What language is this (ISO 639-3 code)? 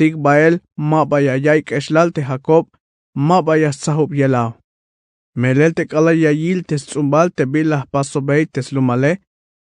tzh